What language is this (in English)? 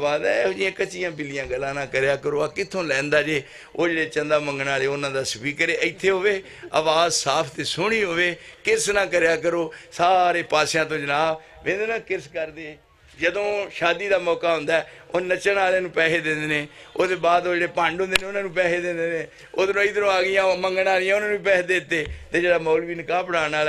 Western Panjabi